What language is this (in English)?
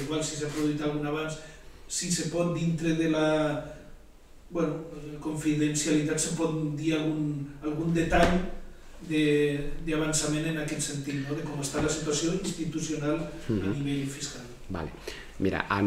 Catalan